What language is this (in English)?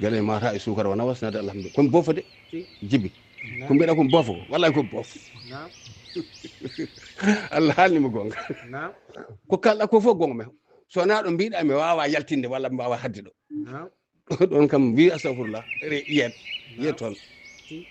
Fula